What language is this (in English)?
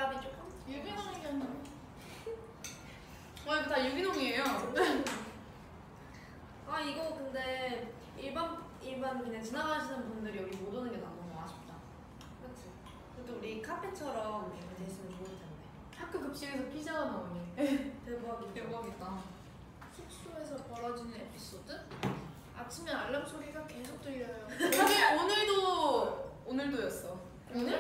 Korean